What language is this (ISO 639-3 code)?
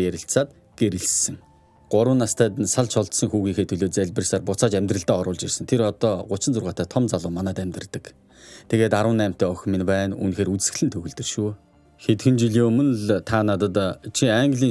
mon